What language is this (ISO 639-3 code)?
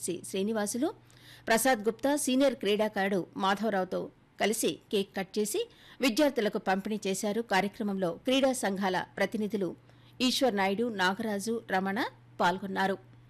tel